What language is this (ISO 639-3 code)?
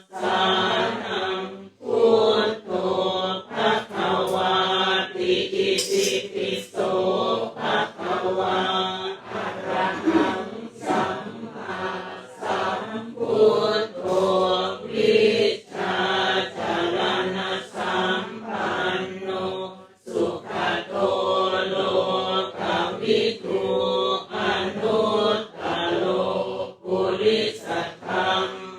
pli